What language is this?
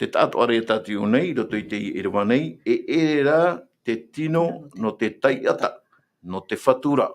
Tahitian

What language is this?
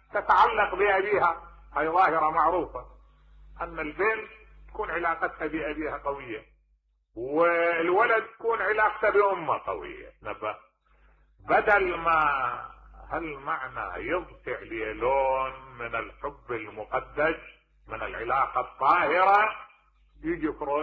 Mesopotamian Arabic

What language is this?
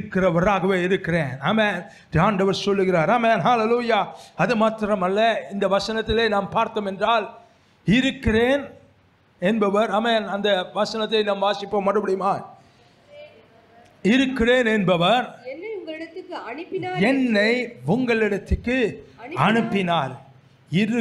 Tamil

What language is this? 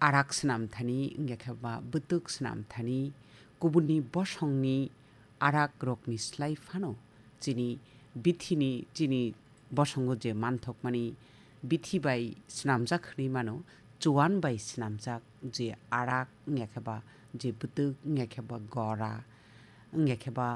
Kok Borok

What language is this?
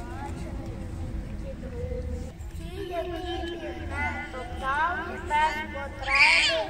Ukrainian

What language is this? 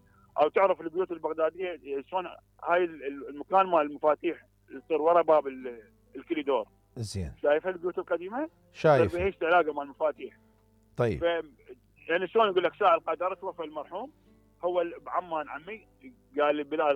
Mesopotamian Arabic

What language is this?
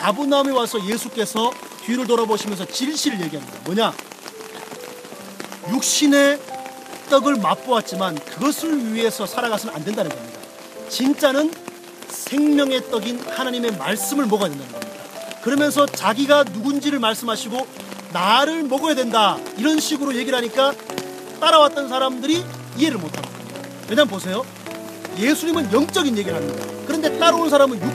Korean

